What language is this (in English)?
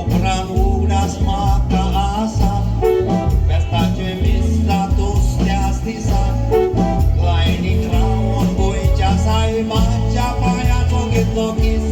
Konkani